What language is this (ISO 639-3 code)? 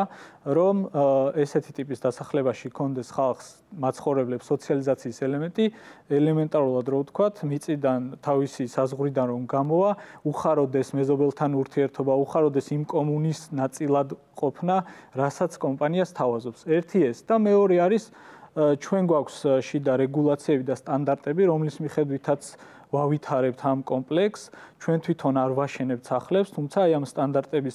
kat